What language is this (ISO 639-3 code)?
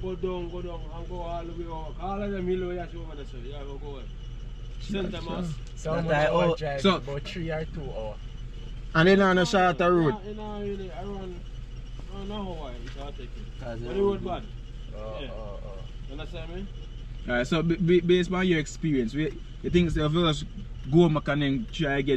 jam